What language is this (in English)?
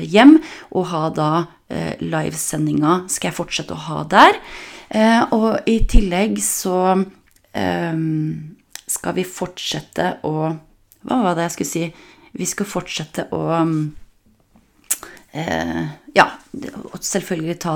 Norwegian